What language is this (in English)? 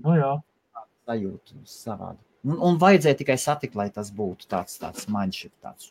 Latvian